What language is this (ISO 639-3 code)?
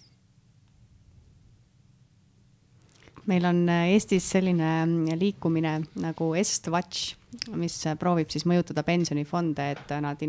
est